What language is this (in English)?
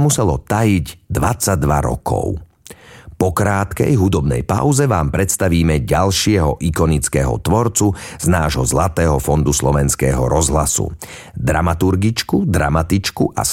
Slovak